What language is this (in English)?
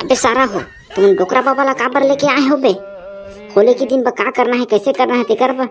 Chhattisgarhi